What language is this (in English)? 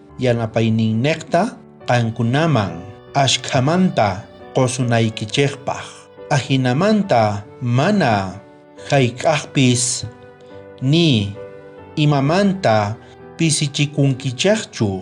South Bolivian Quechua